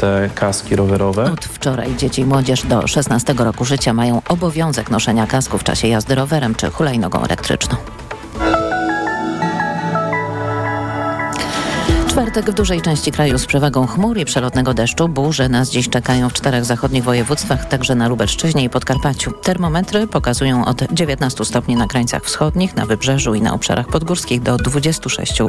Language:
Polish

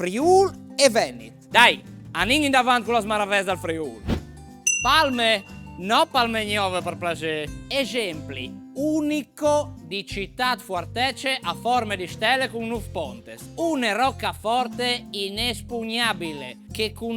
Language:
Friulian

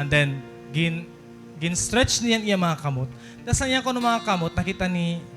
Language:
Waray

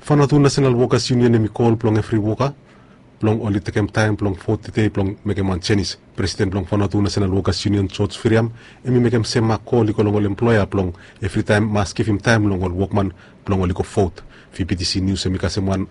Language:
Bislama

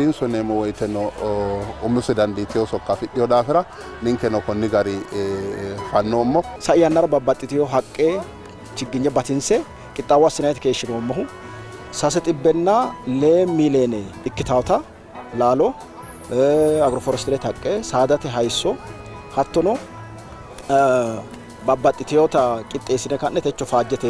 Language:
Sidamo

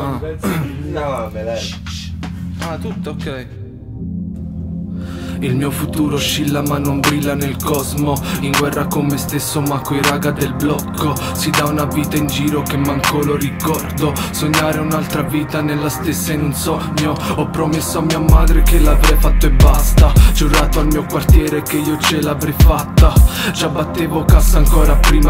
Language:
Italian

